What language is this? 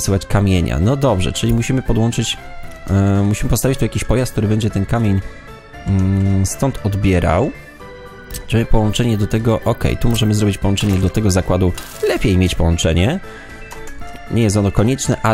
Polish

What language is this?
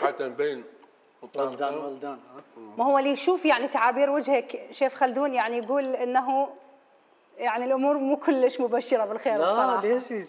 Mesopotamian Arabic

